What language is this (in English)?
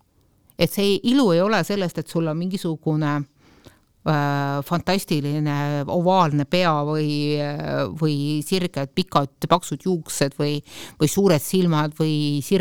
Estonian